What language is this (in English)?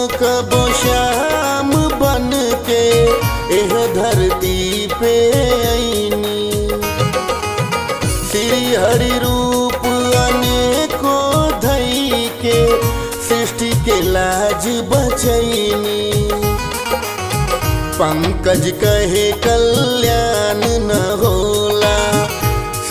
Bhojpuri